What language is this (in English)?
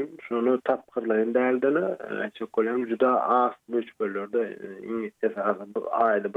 Turkmen